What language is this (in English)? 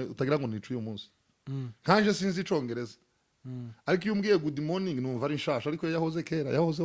Rundi